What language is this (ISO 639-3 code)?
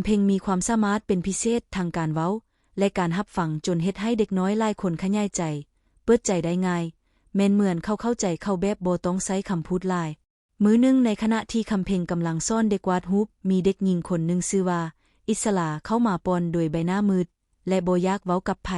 lao